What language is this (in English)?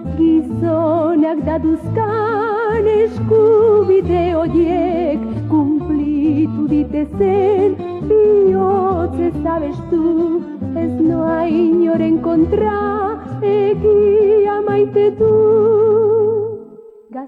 Basque